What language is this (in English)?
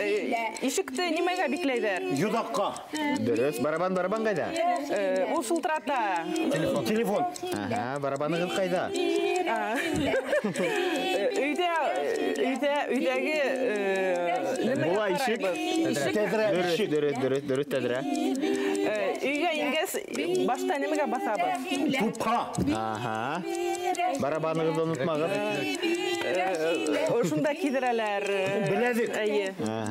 Bashkir